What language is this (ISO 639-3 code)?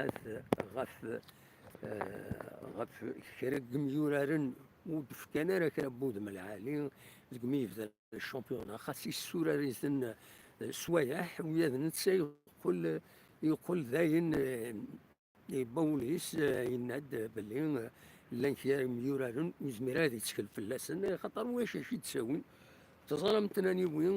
kab